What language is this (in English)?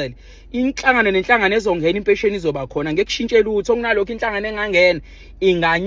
Zulu